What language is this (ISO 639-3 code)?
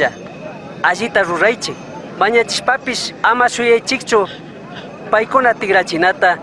qug